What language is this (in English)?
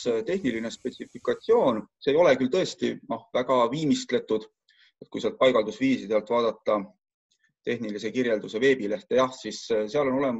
Estonian